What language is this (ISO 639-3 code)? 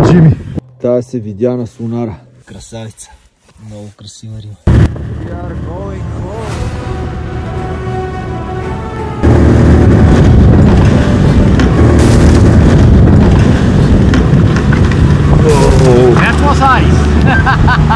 bul